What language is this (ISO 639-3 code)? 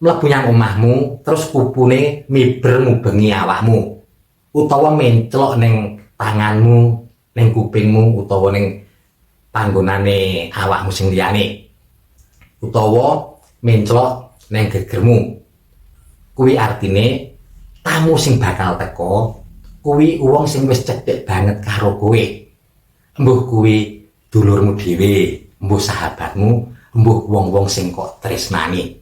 jav